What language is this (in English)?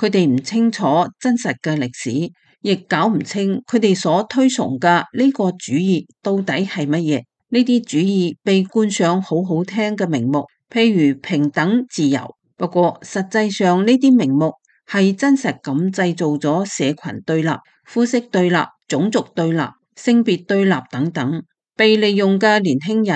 Cantonese